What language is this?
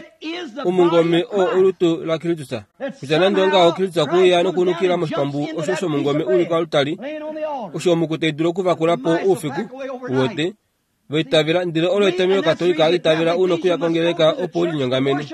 Kuanyama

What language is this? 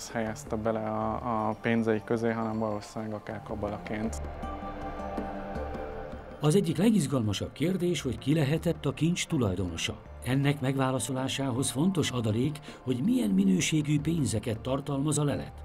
Hungarian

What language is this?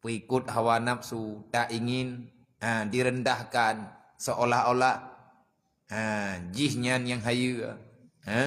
Achinese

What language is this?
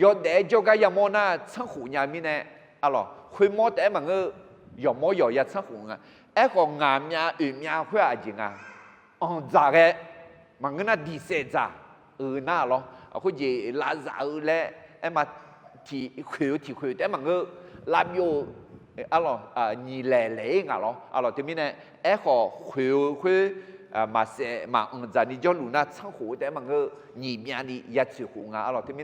Akha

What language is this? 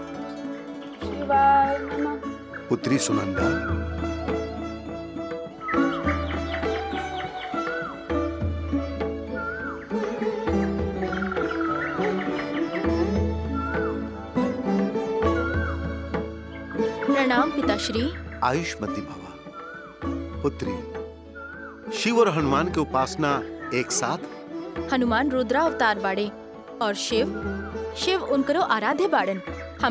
Bhojpuri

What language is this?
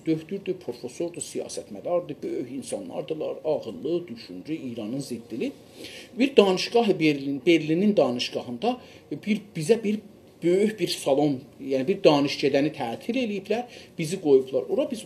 South Azerbaijani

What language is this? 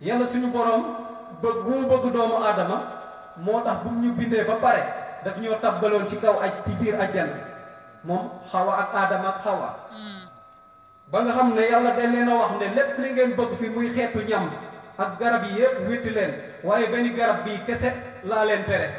Wolof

